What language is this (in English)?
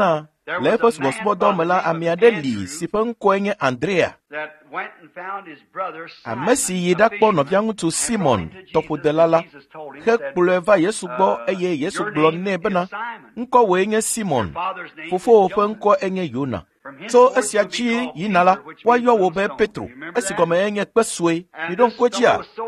Ewe